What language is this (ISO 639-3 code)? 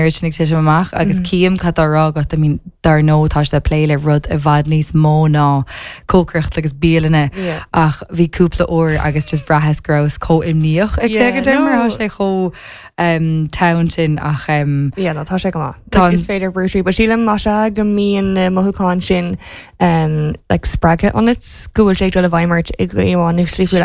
gle